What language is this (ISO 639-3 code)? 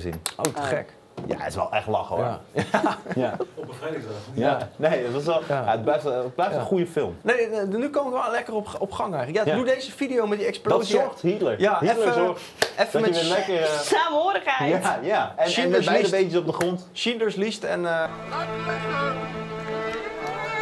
nld